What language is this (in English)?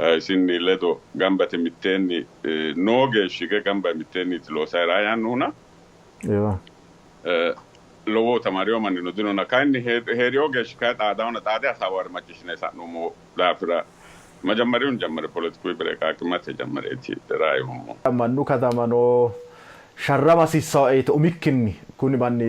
Sidamo